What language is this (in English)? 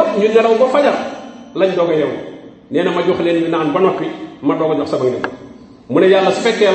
Wolof